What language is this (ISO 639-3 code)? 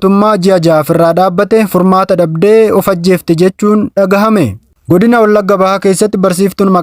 orm